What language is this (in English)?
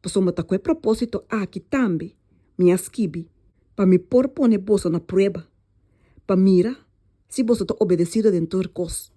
Papiamento